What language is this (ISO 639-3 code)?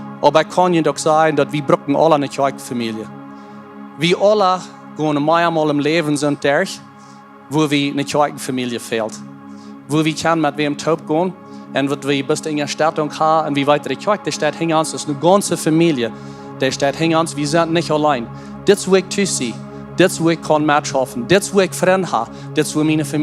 pdt